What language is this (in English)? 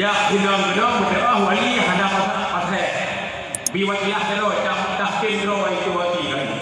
Achinese